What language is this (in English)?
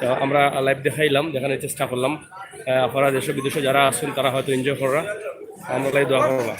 Sylheti